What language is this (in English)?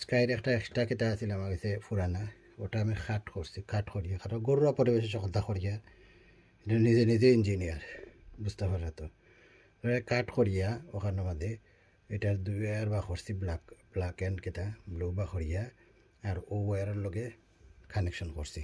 Sylheti